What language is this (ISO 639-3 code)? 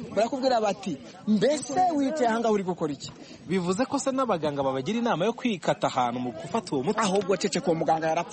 kin